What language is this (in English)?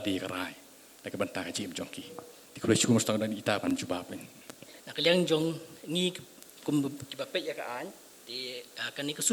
Khasi